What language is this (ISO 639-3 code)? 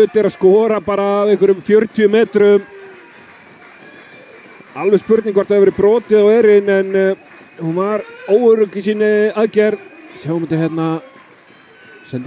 isl